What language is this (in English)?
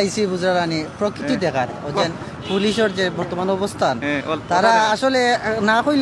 Sylheti